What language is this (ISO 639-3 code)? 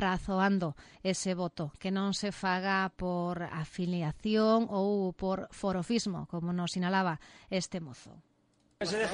glg